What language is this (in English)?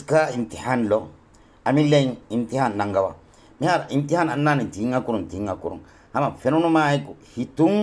Divehi